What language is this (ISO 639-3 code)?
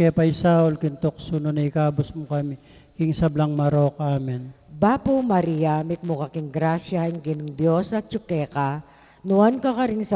pam